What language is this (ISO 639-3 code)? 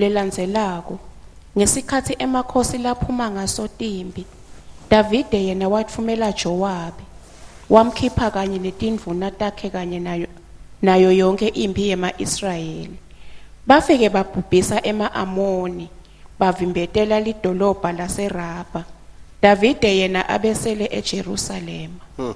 ssw